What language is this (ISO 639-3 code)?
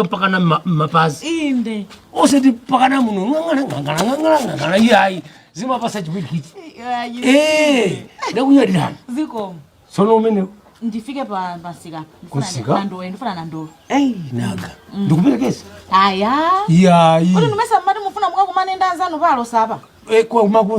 nya